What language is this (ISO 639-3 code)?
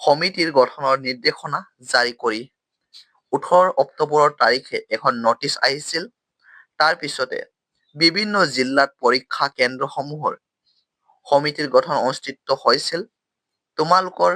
asm